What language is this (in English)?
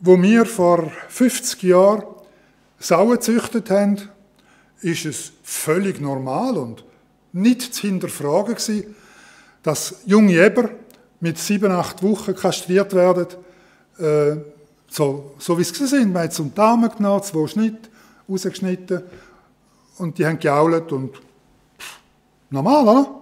Swiss German